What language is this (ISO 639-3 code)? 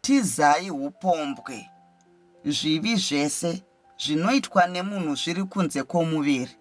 sna